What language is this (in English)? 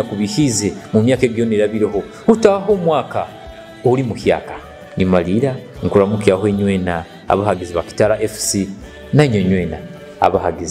Nyoro